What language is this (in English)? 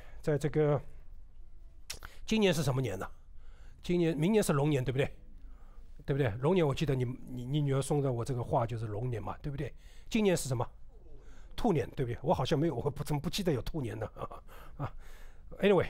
Chinese